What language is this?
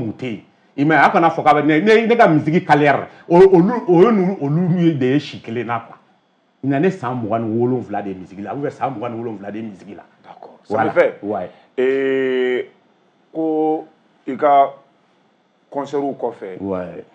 Bambara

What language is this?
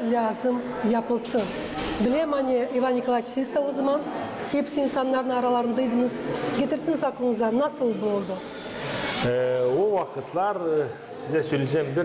Gagauz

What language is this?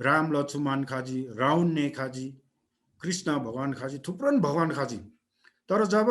Eastern Tamang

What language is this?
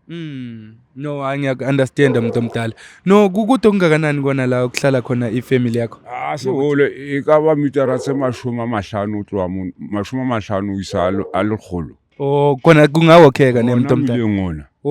Zulu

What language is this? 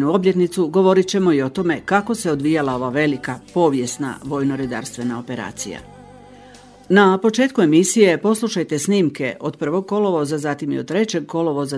Croatian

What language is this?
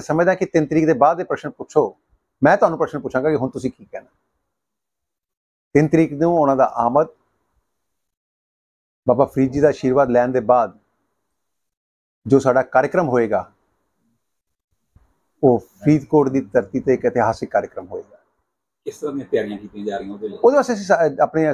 Punjabi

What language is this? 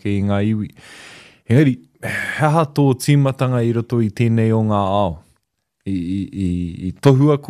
Māori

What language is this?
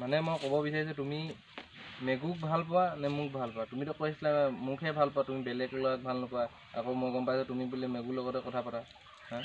Assamese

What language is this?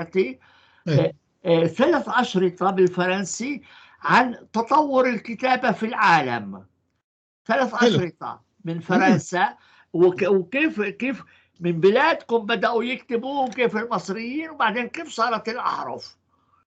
North Levantine Arabic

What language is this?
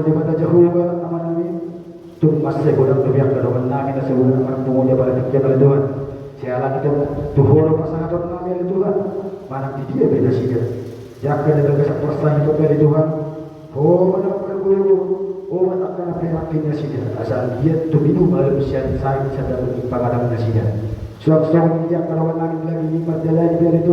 Batak Toba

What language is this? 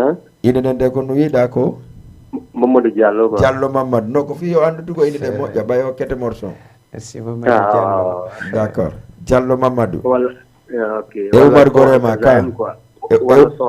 Fula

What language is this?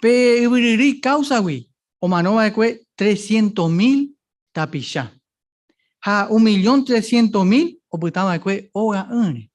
Guarani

